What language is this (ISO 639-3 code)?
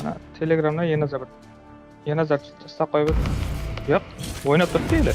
kaa